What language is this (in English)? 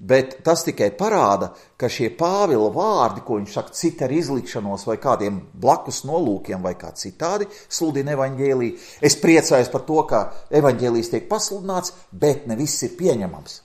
Latvian